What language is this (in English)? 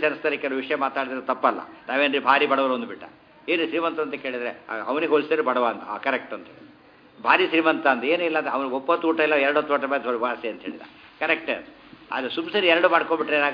Kannada